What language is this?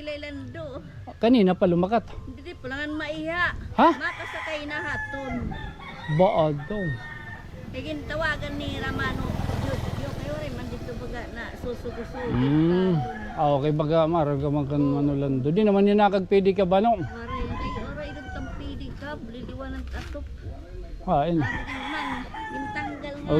Waray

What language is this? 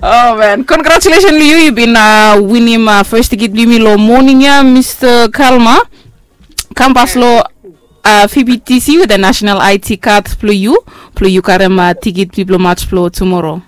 Bislama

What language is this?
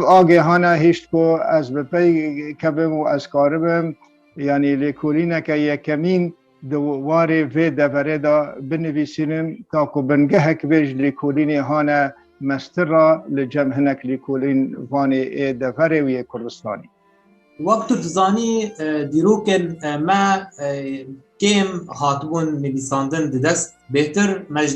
Kurdish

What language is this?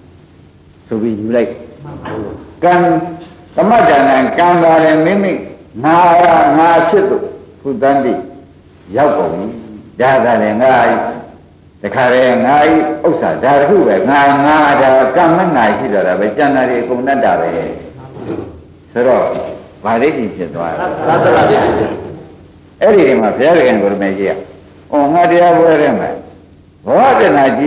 Burmese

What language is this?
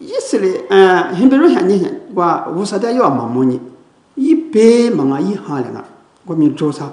Lisu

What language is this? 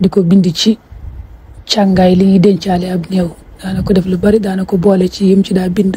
Wolof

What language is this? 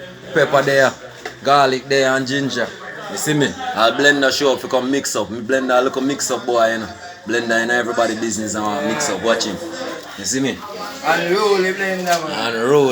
Jamaican Creole English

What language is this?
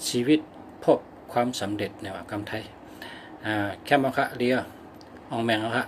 Shan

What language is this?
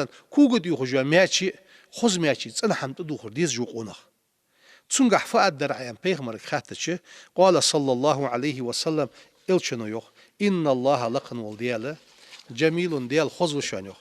Ingush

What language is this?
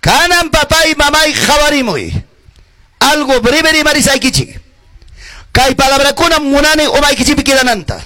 Ayacucho Quechua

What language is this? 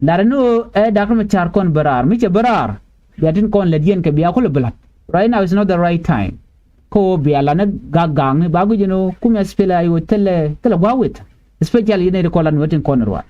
Nuer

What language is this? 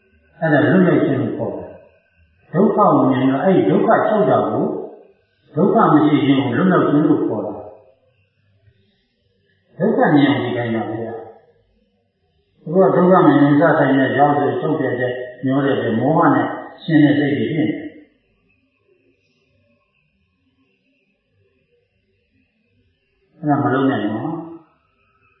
Burmese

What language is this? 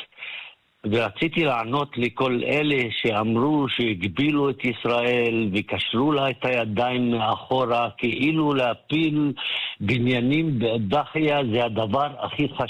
Hebrew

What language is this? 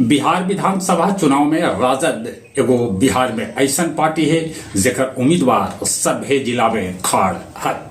Magahi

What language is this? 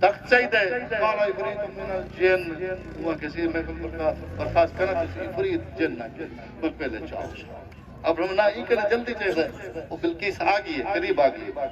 Saraiki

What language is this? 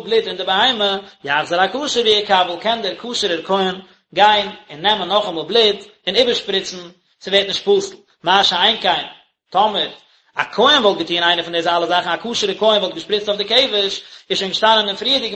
Yiddish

